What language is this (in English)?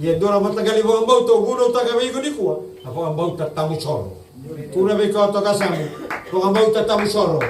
Fijian